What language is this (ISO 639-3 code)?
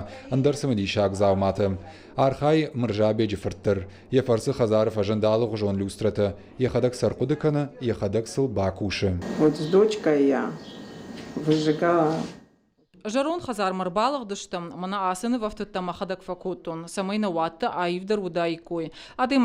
oss